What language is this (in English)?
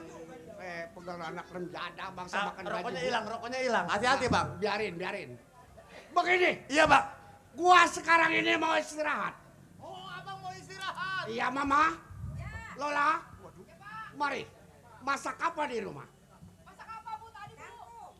Betawi